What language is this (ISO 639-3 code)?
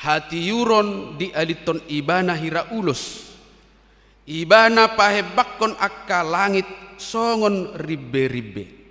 bbc